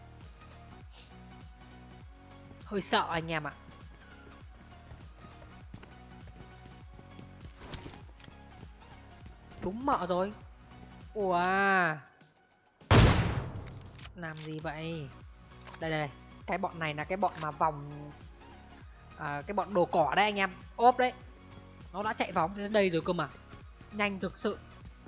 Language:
Vietnamese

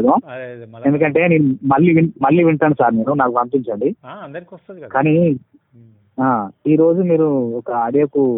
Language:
Telugu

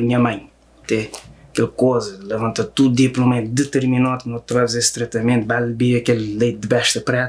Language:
Kabuverdianu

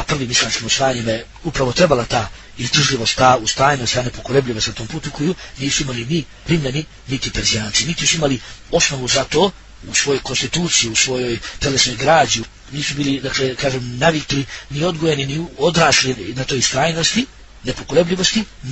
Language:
Bosnian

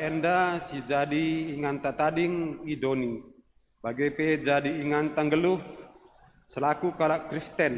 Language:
Batak Karo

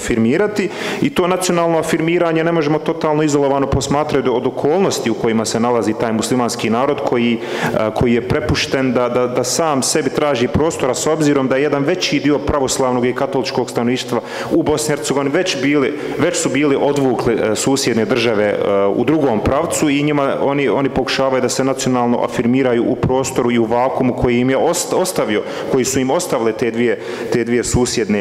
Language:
Bosnian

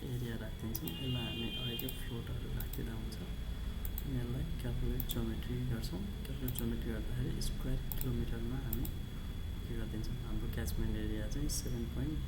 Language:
Nepali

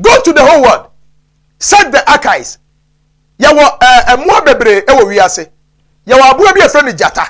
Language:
Akan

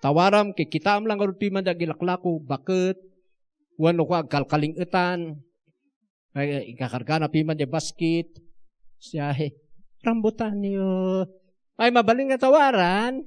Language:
Iloko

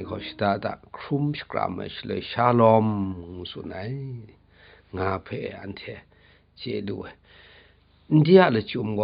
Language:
Kachin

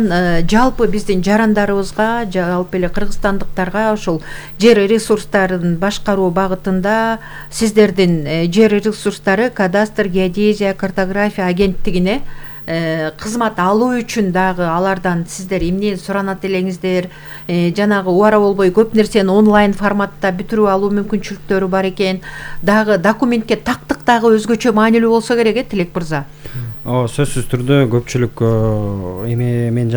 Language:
Kyrgyz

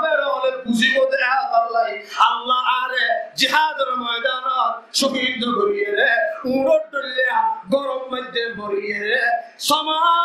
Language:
Rohingya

